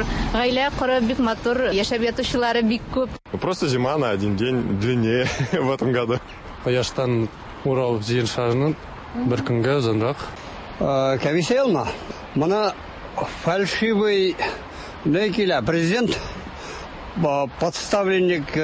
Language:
Tatar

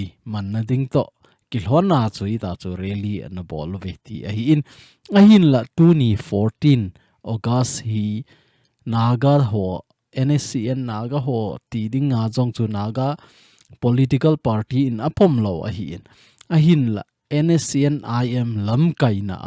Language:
Thado Chin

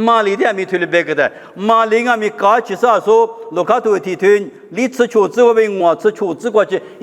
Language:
Lisu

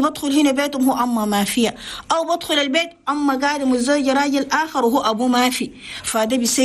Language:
Chadian Arabic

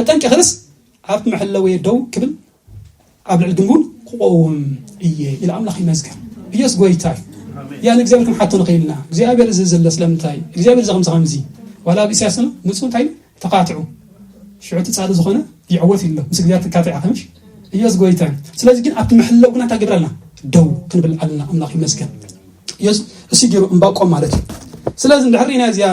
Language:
Tigrinya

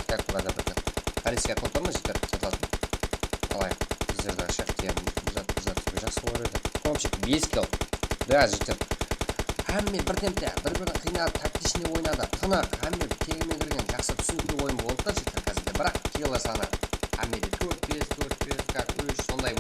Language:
Kara-Kalpak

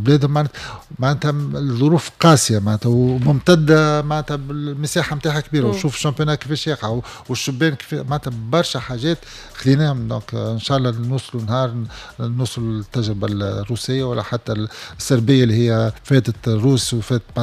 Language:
Tunisian Arabic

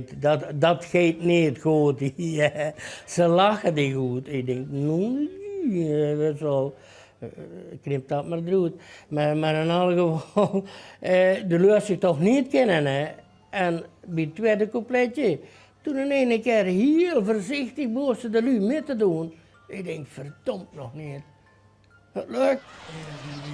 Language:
Limburgish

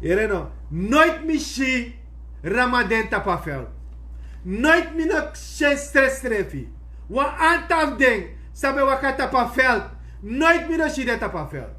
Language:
Sranan Tongo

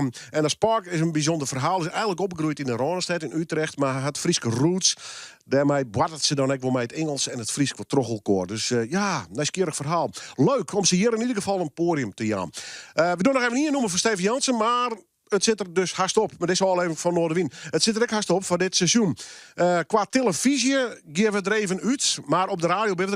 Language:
Western Frisian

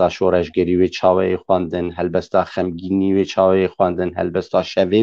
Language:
Kurdish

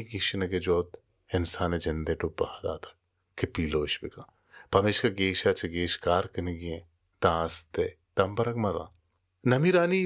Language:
Baluchi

